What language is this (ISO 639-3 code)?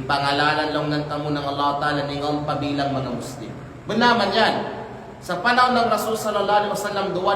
kqe